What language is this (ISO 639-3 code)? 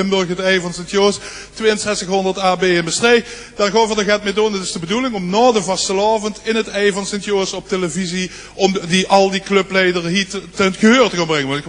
lim